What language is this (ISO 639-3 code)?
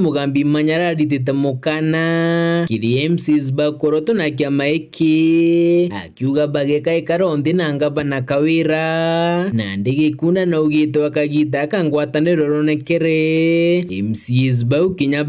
mer